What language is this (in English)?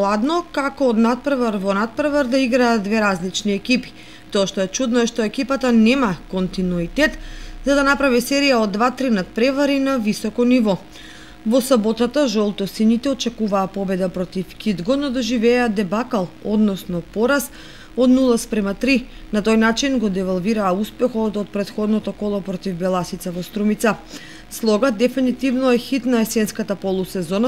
Macedonian